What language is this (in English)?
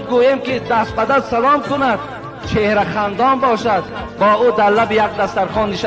Tajik